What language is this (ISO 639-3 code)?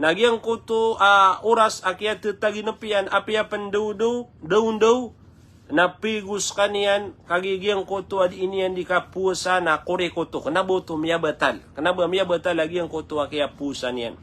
mrw